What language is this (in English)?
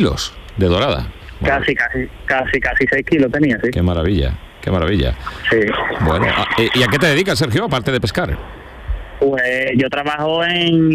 Spanish